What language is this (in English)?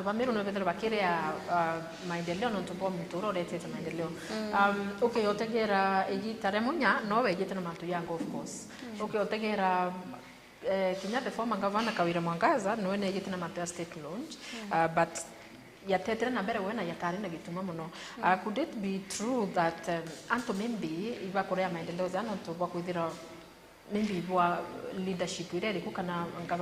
Meru